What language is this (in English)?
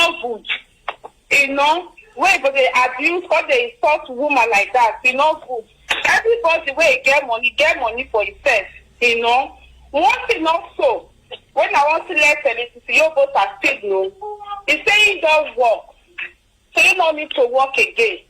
Nigerian Pidgin